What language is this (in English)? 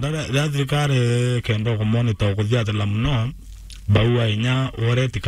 Meru